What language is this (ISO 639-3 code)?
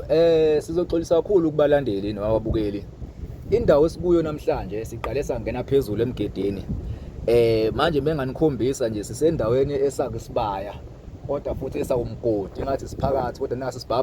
zul